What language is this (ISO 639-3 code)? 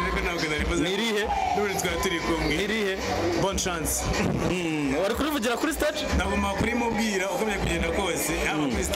kin